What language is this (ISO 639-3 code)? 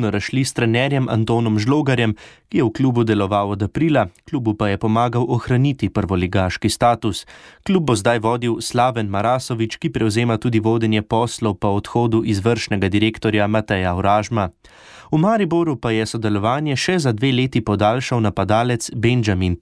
slv